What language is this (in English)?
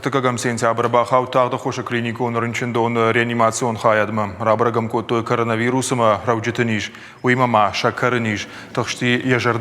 Ossetic